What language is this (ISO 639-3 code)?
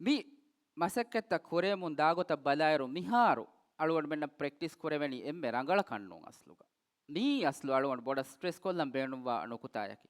div